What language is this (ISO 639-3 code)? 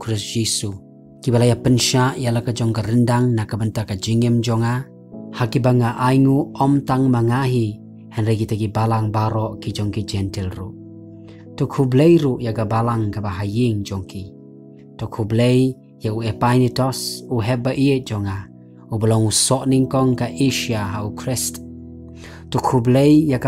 kha